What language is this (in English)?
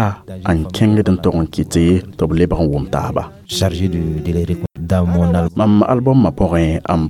Mossi